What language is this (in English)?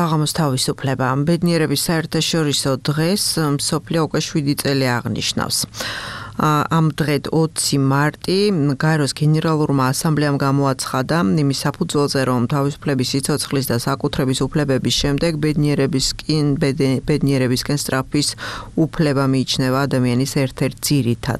Georgian